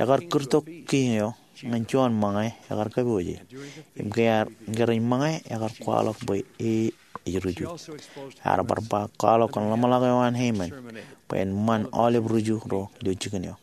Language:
Marshallese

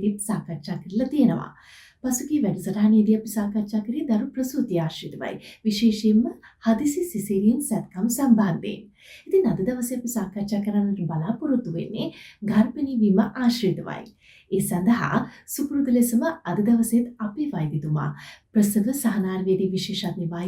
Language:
Sinhala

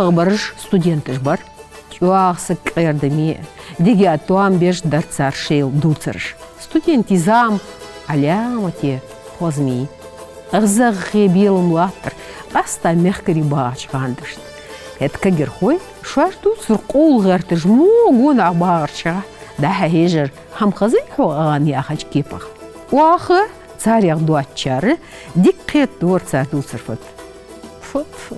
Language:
Ingush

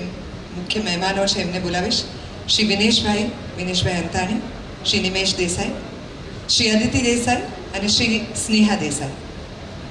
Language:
Gujarati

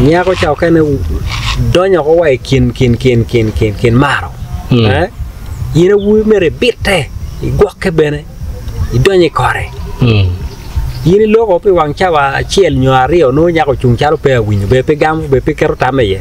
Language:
Acoli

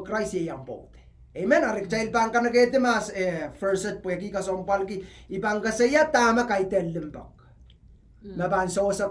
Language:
Pohnpeian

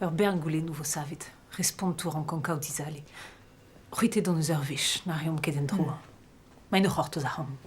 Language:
Breton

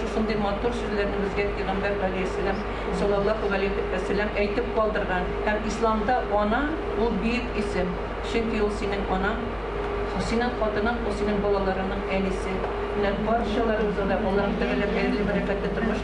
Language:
Tatar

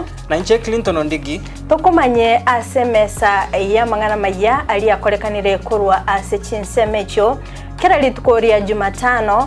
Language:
Gusii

